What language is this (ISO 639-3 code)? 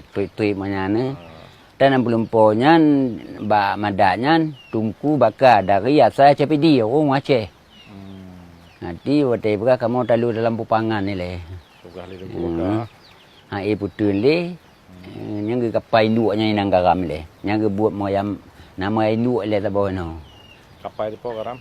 ace